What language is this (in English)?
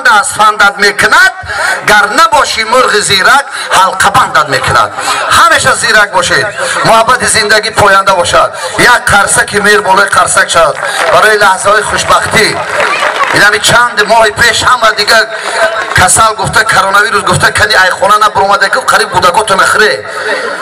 Tajik